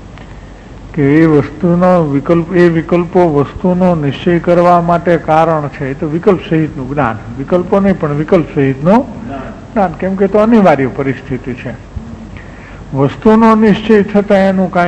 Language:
Gujarati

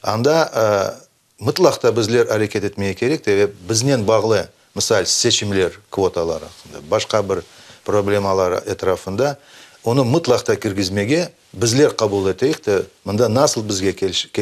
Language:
Crimean Tatar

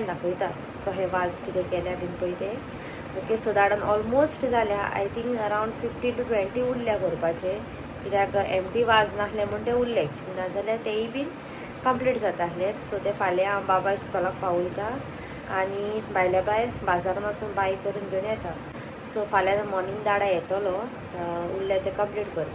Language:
Konkani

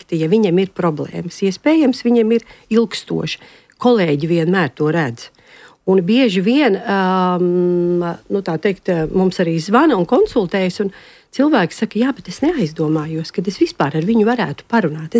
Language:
Latvian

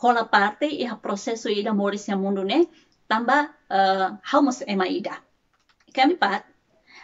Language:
Tetum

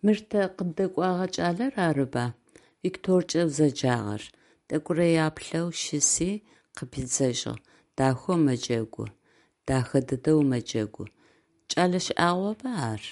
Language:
Adyghe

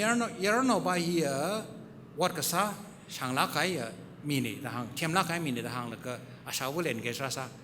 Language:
Tangkhul Naga (India)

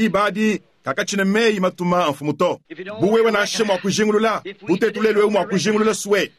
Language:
Luba-Lulua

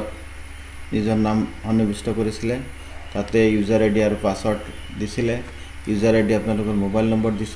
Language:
Assamese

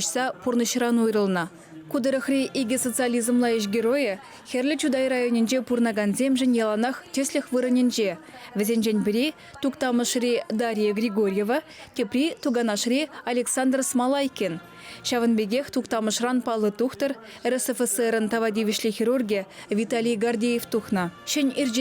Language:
Chuvash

